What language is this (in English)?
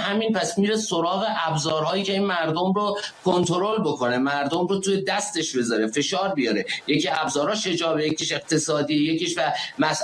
Persian